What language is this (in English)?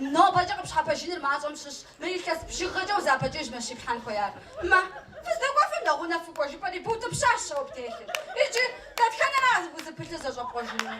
Kabardian